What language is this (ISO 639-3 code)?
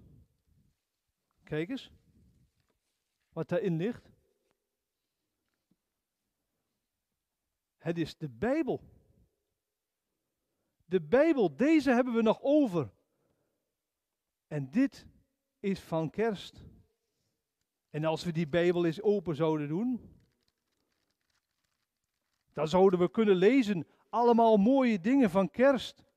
nld